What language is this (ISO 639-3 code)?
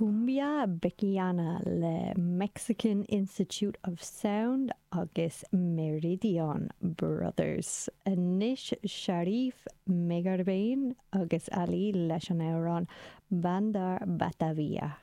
gle